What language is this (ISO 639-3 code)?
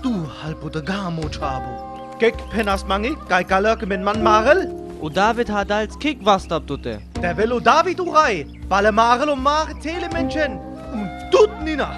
rmo